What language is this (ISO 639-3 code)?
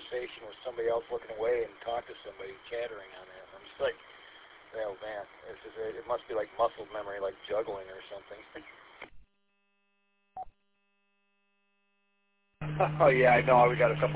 eng